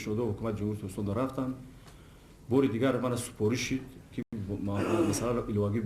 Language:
Tajik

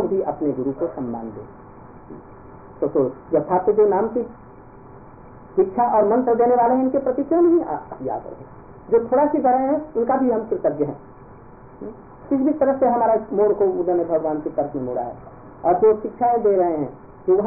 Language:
Hindi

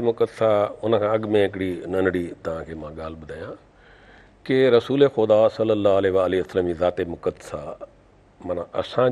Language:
Sindhi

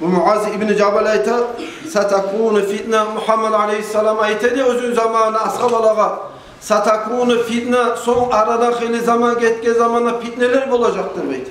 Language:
Kumyk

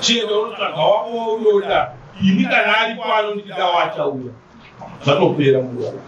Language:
Shona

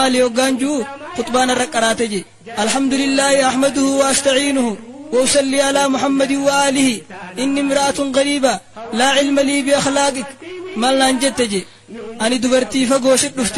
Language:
Oromo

